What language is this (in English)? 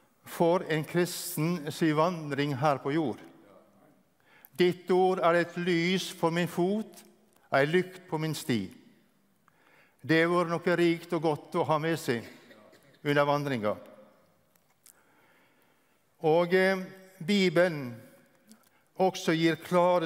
Norwegian